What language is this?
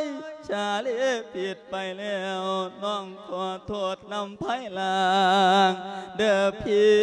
Lao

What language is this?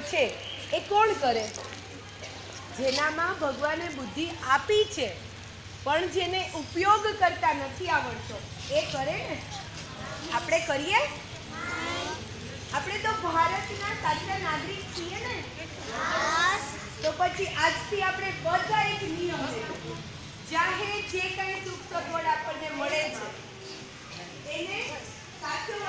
Gujarati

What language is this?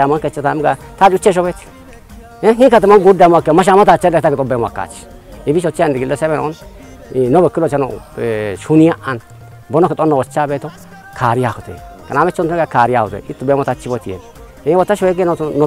Kafa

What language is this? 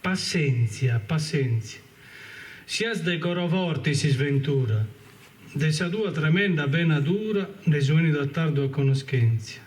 Sardinian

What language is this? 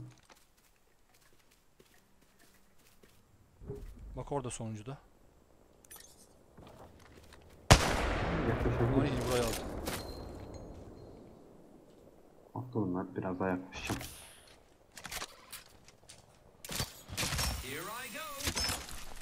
Turkish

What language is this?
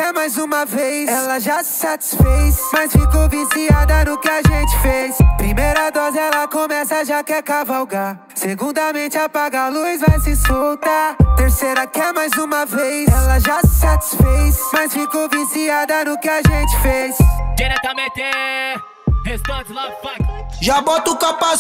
Portuguese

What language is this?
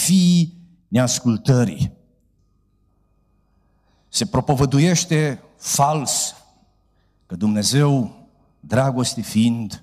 Romanian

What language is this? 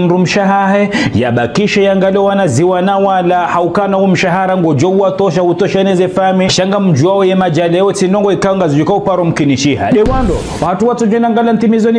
Ngazidja Comorian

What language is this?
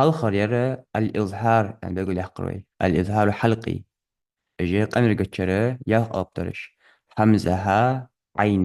Ingush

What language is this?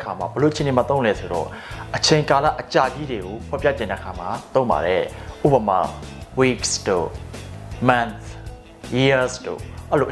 Burmese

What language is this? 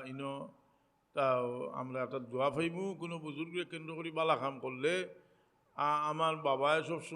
Sylheti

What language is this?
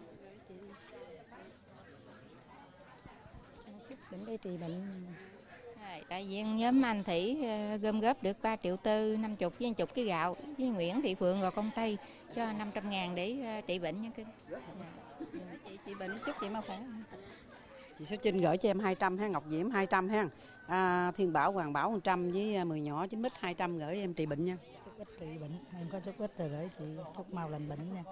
Vietnamese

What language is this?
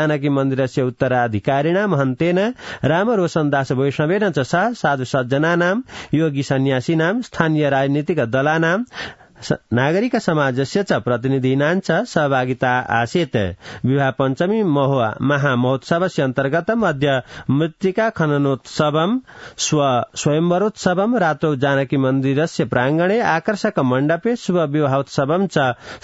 Sanskrit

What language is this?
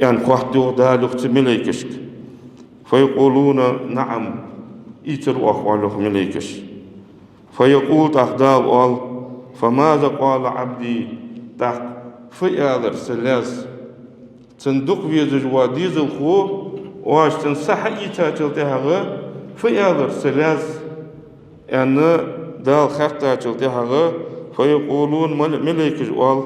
Ingush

